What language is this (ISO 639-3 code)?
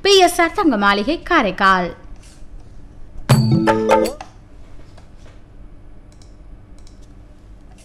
tam